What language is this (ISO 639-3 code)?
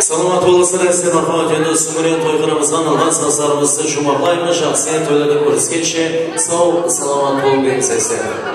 kaa